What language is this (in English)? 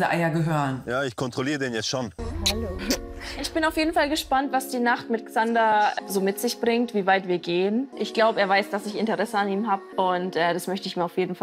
German